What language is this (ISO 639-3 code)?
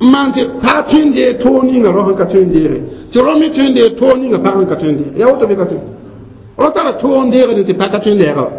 mos